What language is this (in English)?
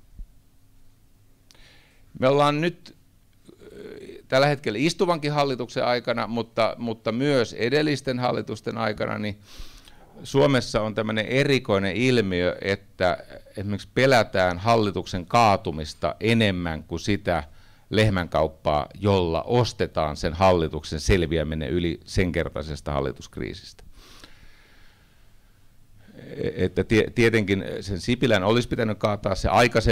Finnish